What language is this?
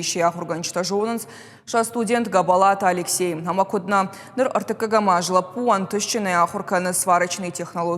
Ossetic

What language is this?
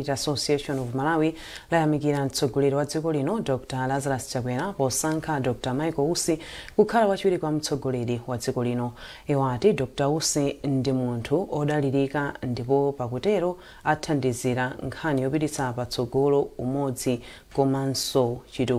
Nyanja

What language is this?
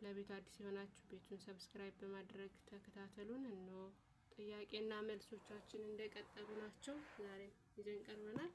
Amharic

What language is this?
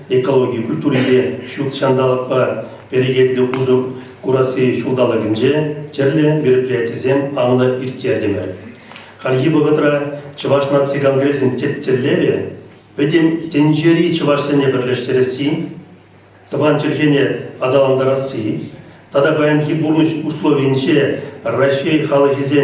Chuvash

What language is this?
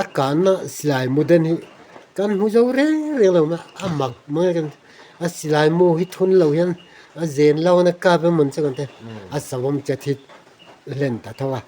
Mizo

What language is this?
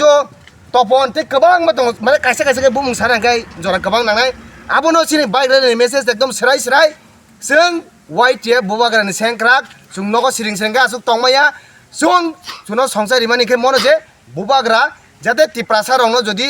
Kok Borok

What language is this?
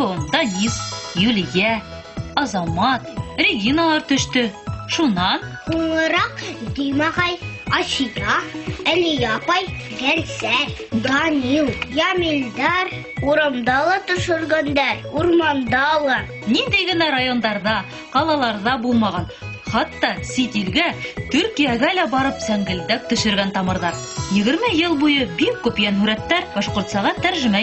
Bashkir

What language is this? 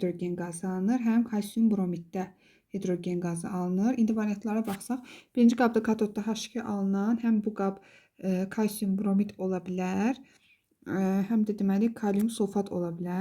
Azerbaijani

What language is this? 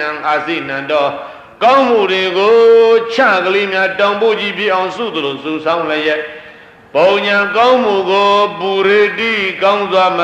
Burmese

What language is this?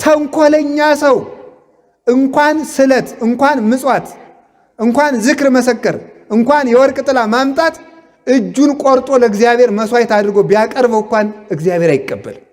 Amharic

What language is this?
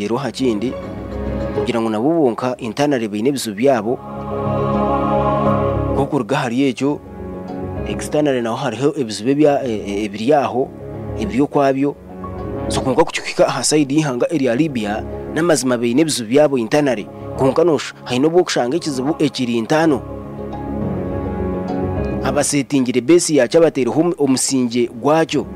Kinyarwanda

